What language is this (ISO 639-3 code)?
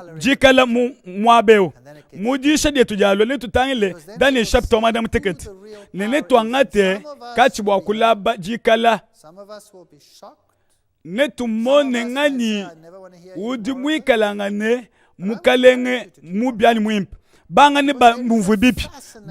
lua